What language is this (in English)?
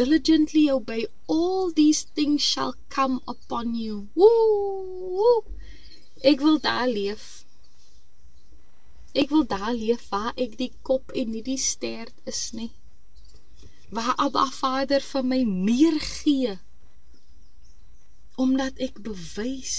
Afrikaans